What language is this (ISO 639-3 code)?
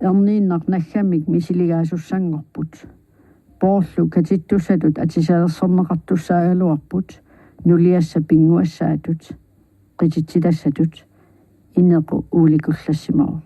kal